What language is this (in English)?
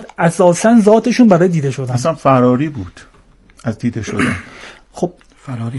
Persian